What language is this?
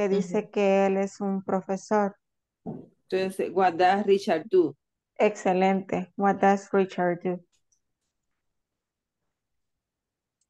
Spanish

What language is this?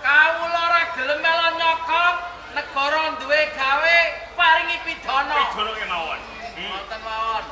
Javanese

